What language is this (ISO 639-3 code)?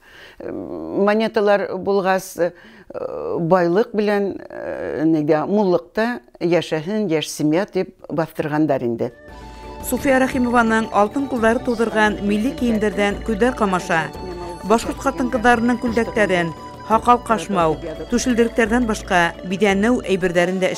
bak